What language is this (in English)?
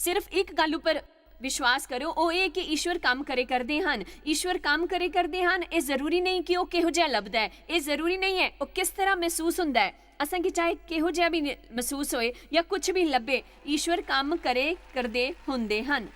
Dogri